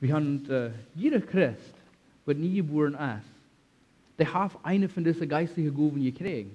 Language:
Plautdietsch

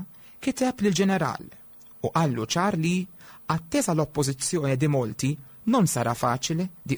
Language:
Maltese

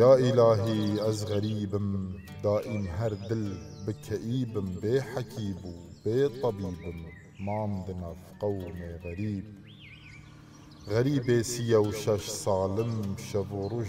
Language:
Kurdish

